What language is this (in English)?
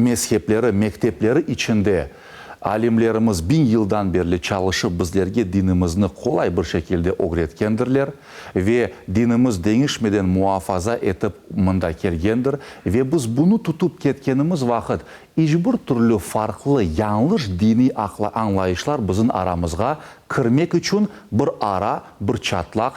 Crimean Tatar